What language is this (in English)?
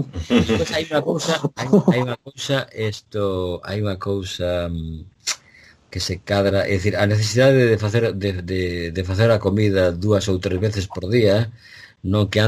Galician